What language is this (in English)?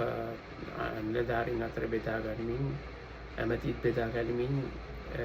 Sinhala